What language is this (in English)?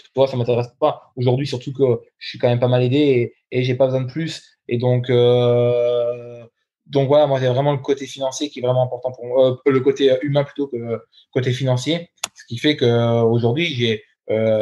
French